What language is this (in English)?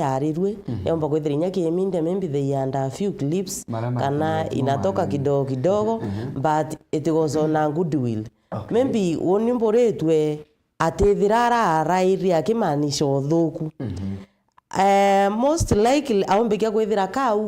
Meru